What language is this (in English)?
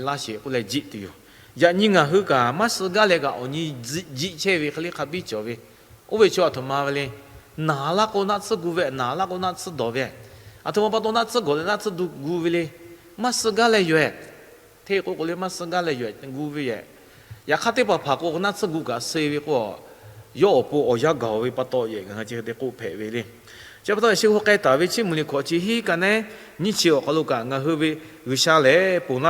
Lahu